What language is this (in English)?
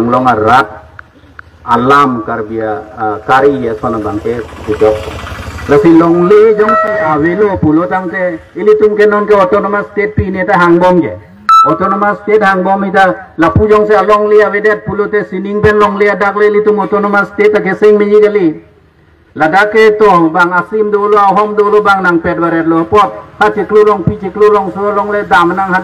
Karbi